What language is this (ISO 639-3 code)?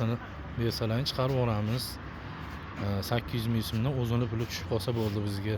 uzb